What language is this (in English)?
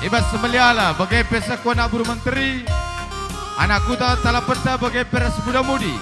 Batak Karo